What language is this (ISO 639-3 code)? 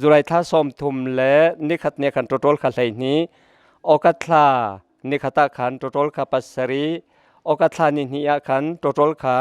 cnh